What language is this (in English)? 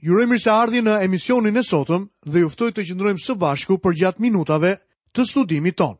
Albanian